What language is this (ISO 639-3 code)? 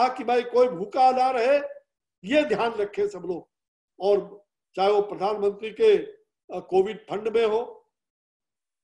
hin